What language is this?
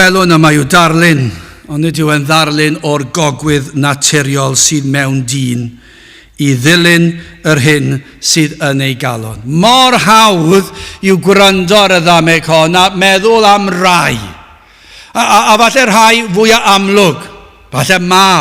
Welsh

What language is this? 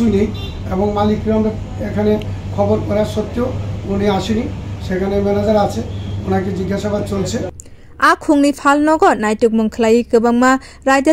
Kok Borok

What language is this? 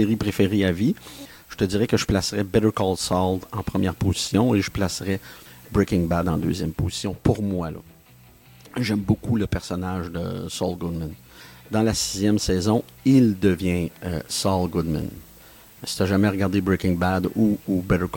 French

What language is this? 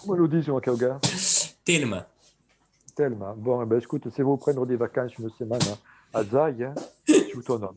Occitan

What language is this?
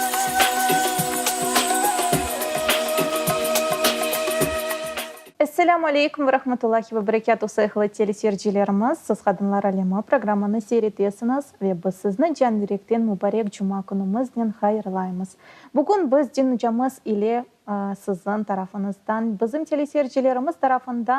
Crimean Tatar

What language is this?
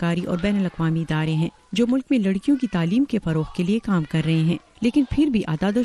Urdu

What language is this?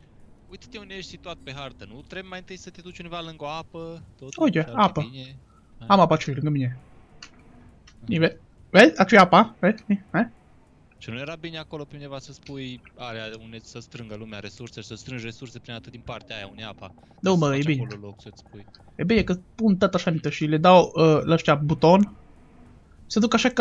Romanian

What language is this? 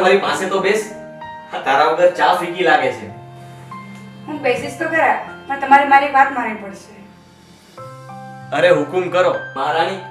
Gujarati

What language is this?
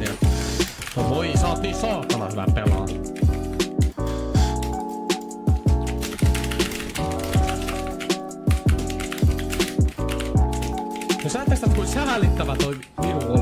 Finnish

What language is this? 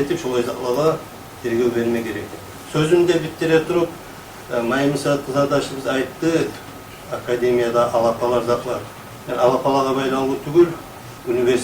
Kumyk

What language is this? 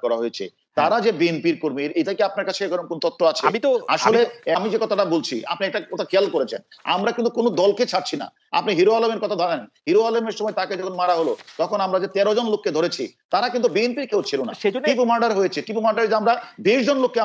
Bangla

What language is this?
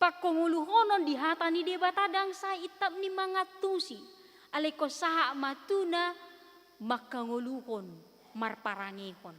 Batak Toba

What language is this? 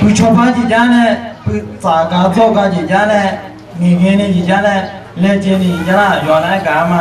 Akha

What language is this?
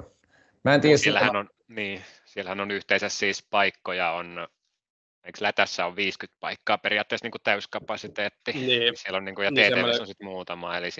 Finnish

